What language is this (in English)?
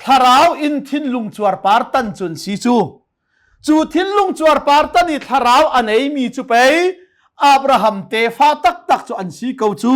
Hakha Chin